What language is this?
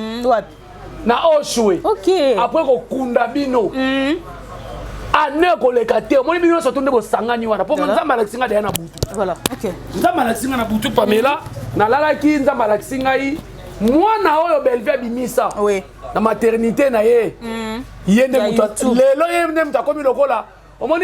Lingala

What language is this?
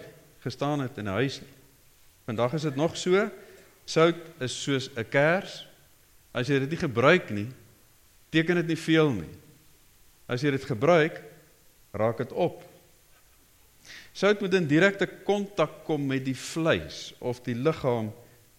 Afrikaans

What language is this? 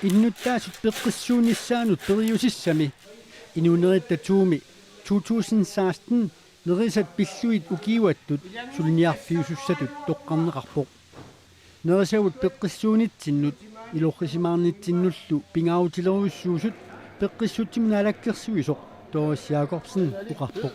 Kalaallisut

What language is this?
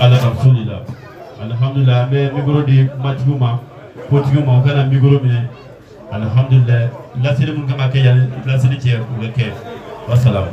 Bambara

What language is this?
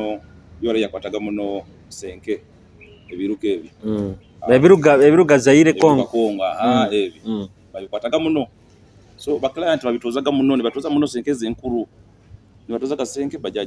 Nyoro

